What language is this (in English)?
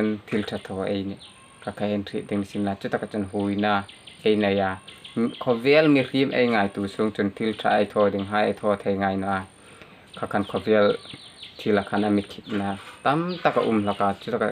Hmar